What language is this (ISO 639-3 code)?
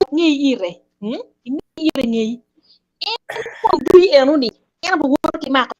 ach